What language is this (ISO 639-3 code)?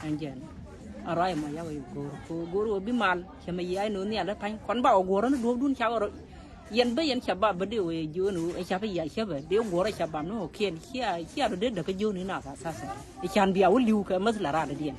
nus